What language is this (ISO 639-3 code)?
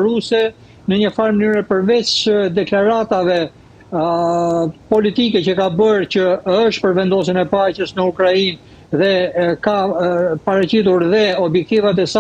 sqi